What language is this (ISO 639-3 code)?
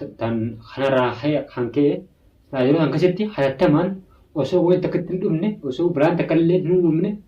orm